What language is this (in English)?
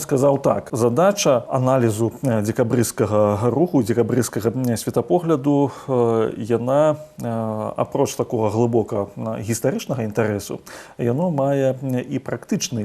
Belarusian